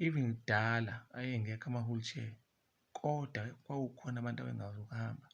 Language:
Zulu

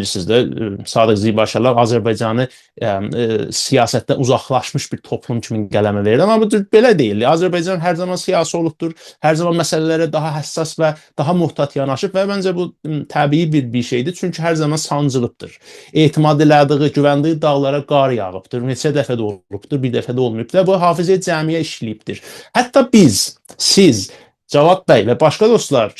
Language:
South Azerbaijani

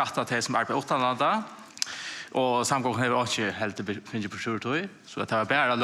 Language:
Faroese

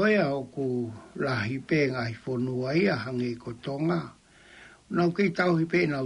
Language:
Tongan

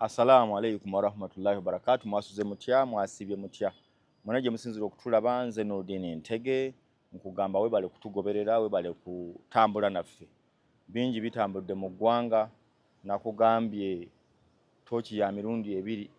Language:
Ganda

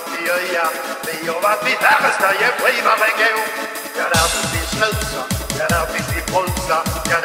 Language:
Swedish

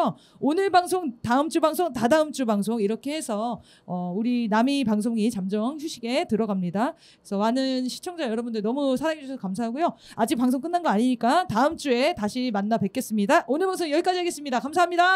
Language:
Korean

